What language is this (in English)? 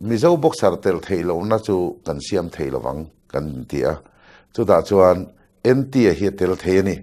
Mizo